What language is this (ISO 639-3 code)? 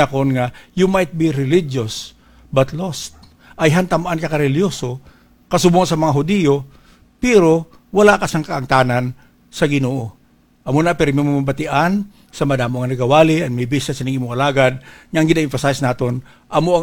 hil